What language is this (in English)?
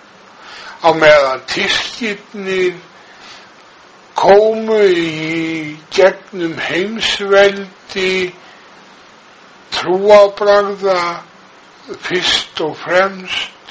Icelandic